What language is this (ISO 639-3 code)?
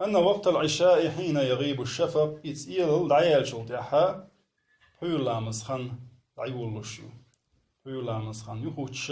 che